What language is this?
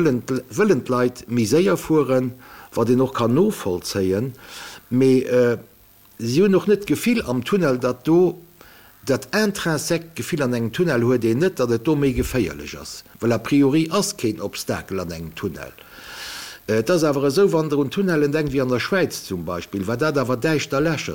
Luxembourgish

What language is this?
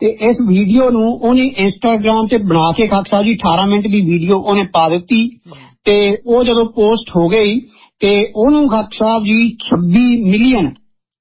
Punjabi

